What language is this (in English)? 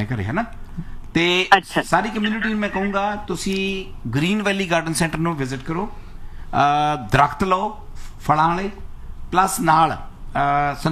Punjabi